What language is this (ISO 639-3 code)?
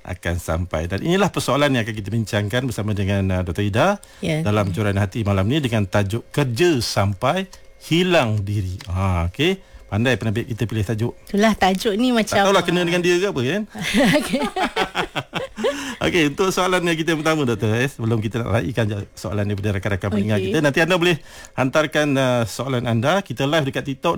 msa